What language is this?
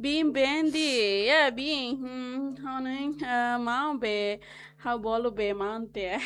Tetum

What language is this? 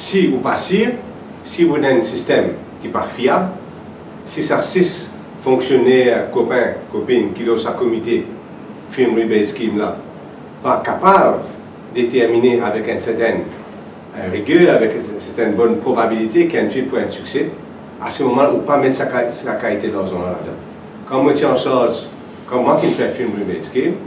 Morisyen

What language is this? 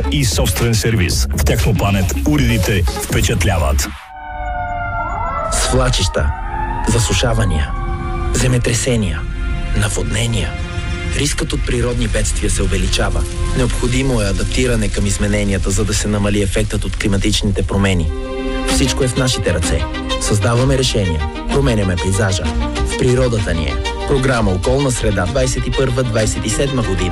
Bulgarian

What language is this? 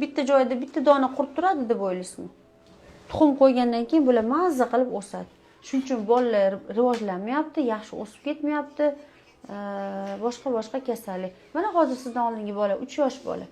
Uzbek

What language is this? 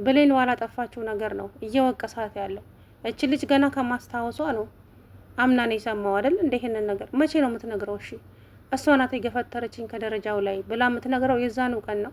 Amharic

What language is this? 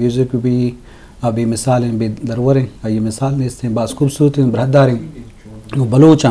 Eastern Balochi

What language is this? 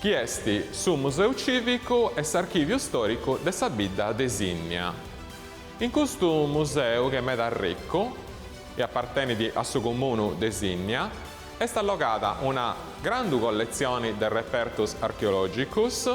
Sardinian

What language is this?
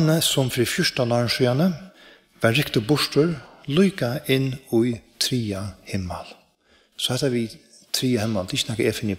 Faroese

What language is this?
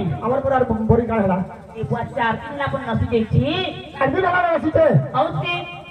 Chhattisgarhi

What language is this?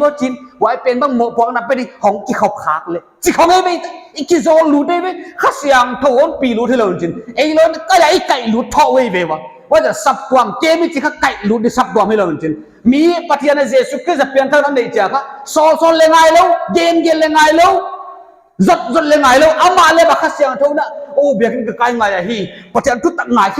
Paite Chin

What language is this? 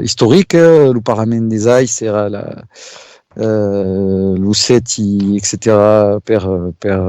Occitan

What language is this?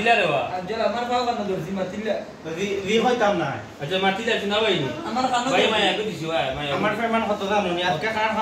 Sylheti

